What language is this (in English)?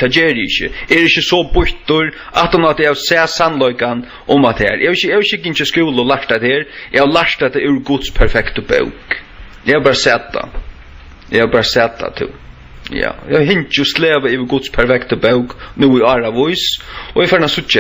Faroese